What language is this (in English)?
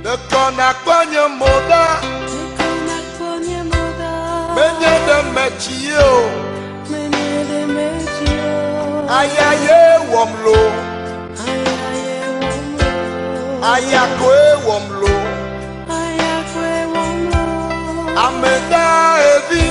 Ewe